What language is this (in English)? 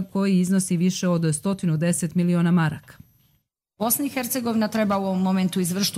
Croatian